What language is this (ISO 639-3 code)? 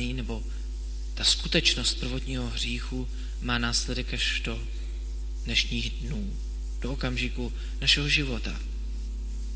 ces